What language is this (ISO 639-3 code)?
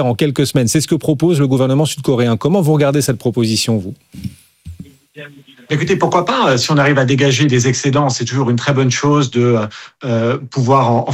fra